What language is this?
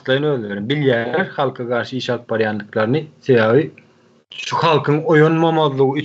Turkmen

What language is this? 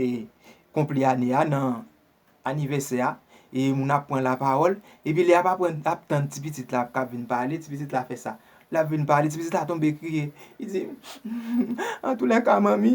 Haitian Creole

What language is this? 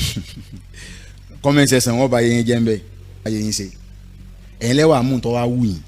Yoruba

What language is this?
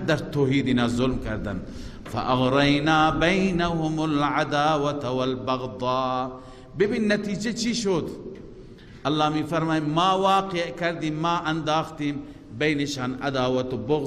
Persian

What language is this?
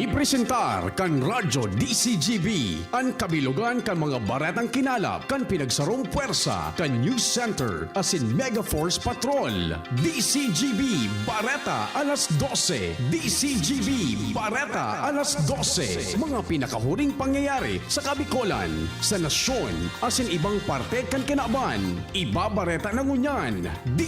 Bikol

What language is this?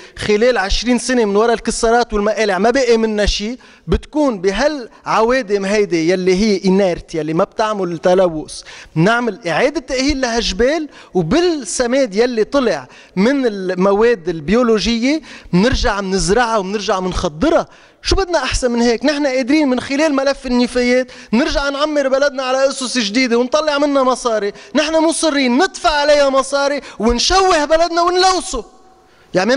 North Levantine Arabic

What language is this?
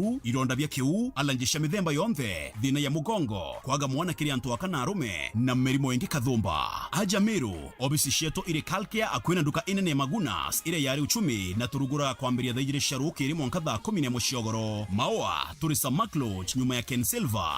Meru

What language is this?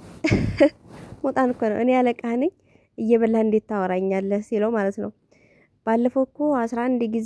Amharic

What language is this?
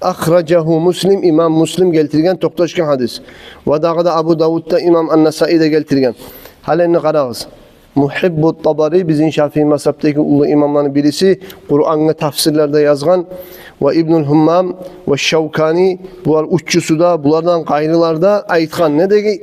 Kumyk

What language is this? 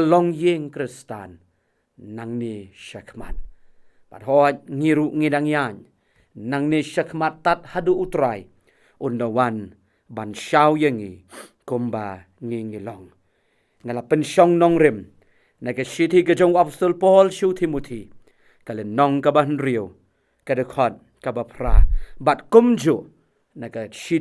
Khasi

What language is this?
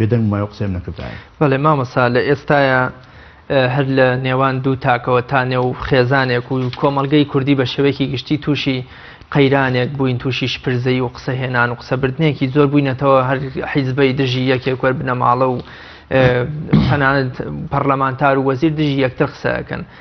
Central Kurdish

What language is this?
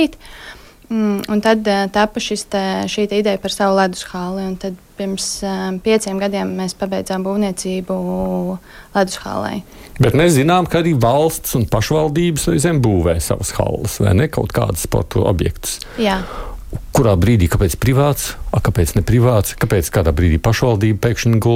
Latvian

